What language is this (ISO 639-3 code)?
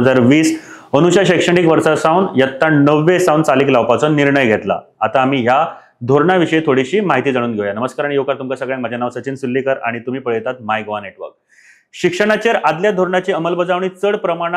kok